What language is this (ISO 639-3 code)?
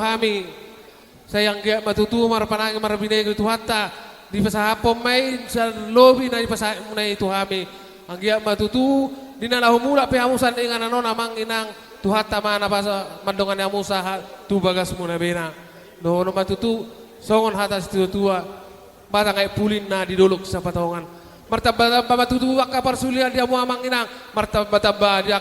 bbc